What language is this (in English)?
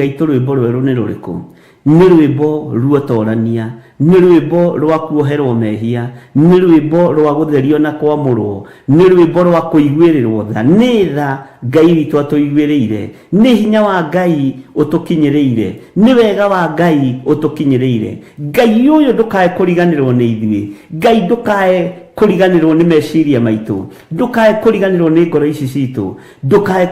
Kikuyu